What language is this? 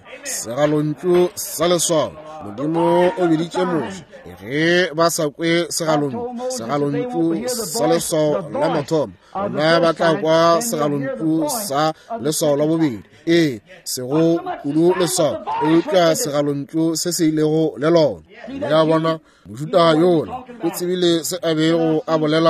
Northern Sotho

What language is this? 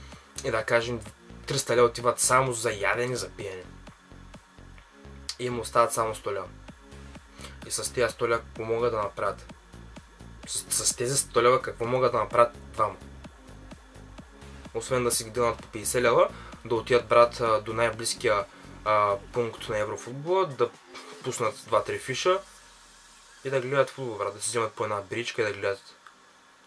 Bulgarian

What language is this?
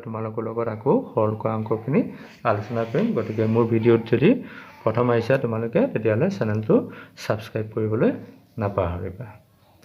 Assamese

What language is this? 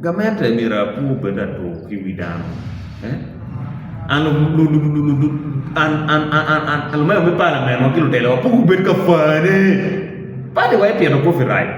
Acoli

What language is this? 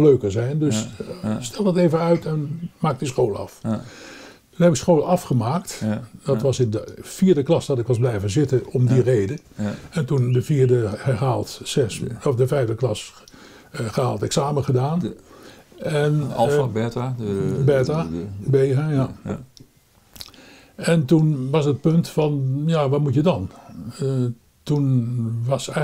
Dutch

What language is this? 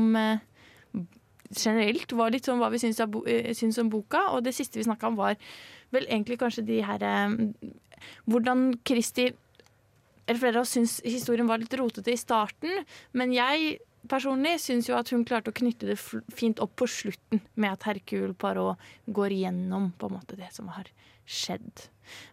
Norwegian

